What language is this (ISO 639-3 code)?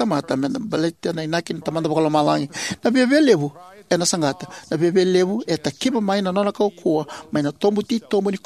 fij